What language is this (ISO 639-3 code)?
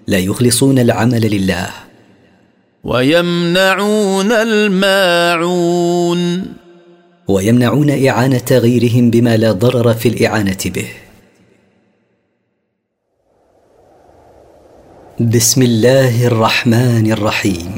ara